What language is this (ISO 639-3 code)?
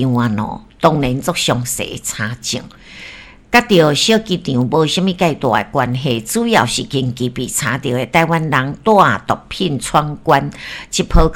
nan